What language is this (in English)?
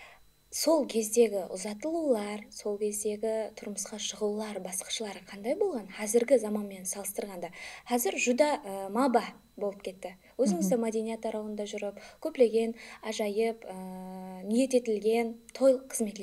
Kara-Kalpak